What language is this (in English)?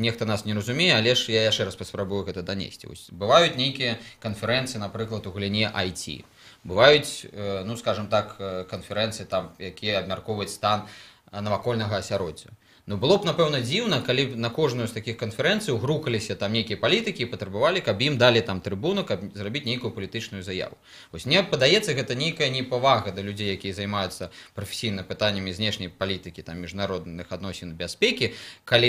Belarusian